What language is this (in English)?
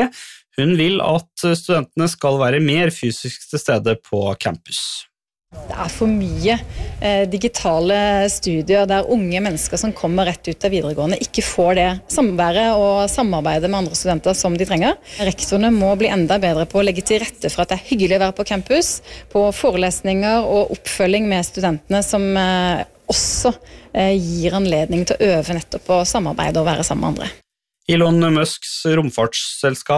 Norwegian